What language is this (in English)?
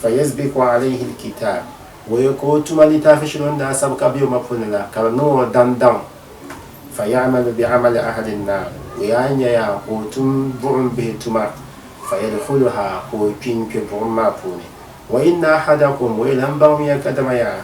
Dagbani